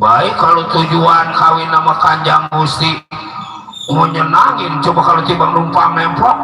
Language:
Betawi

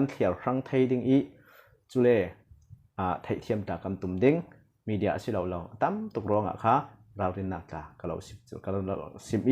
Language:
Falam Chin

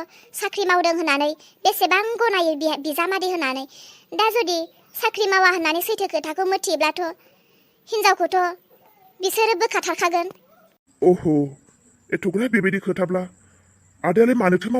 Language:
Bodo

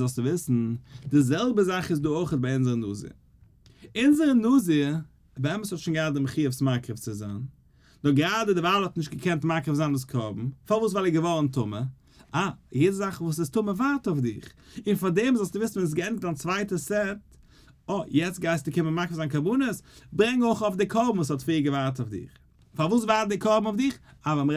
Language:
Yiddish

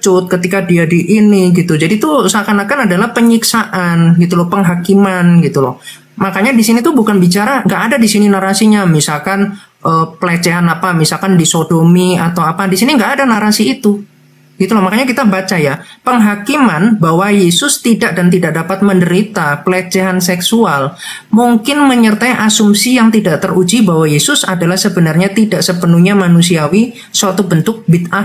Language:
Indonesian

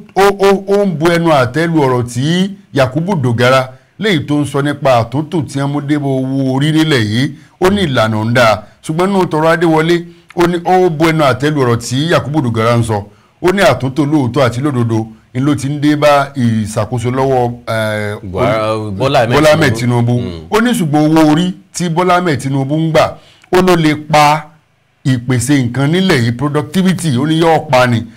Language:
Yoruba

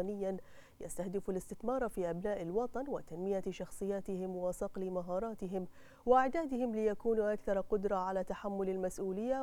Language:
Arabic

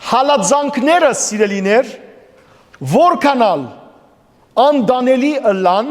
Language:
Western Armenian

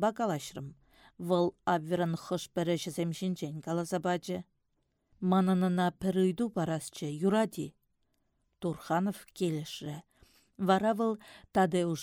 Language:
Chuvash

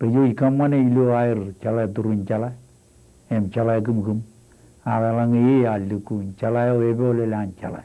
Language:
Marshallese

